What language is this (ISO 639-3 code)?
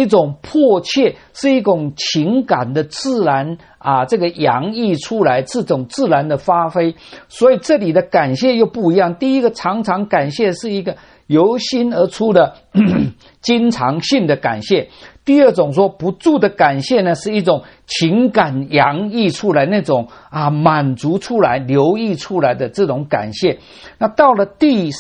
zho